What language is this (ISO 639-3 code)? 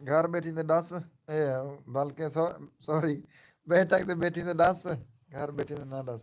skr